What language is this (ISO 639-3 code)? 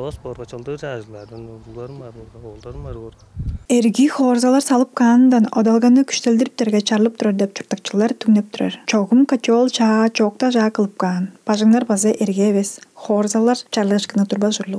tyv